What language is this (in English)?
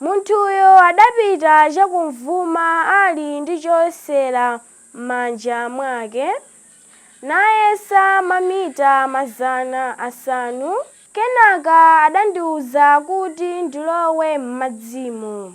Nyanja